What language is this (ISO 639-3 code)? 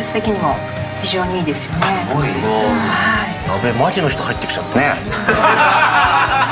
jpn